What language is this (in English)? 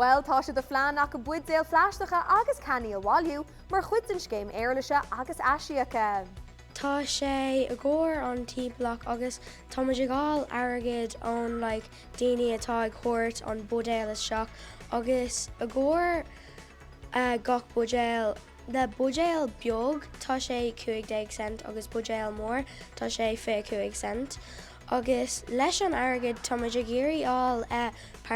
Irish